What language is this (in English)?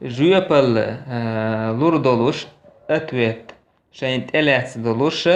Chechen